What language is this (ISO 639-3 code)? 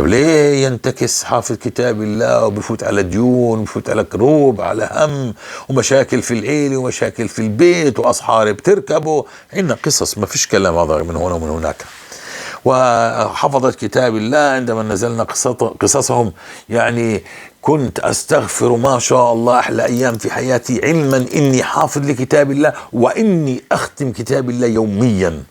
apc